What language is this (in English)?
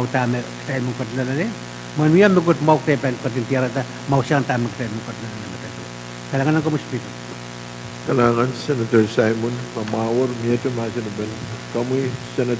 Pohnpeian